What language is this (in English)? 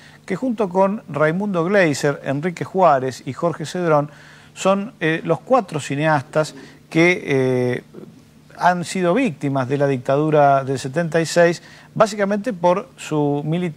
Spanish